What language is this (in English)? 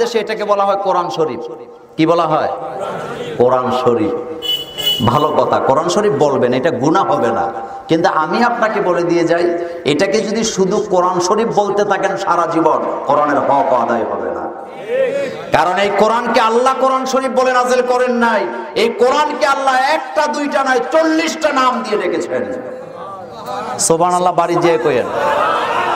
Bangla